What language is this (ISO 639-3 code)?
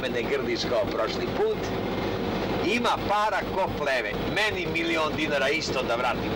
srp